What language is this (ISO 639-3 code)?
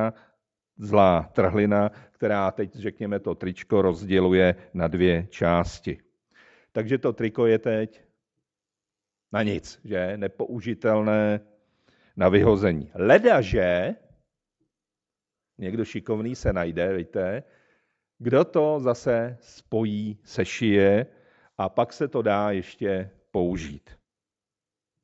ces